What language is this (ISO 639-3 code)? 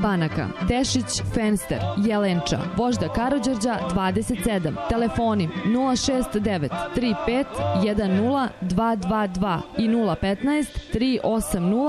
srp